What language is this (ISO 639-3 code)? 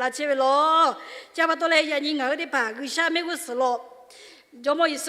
lhu